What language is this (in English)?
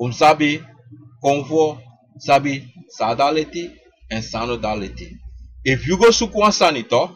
Sranan Tongo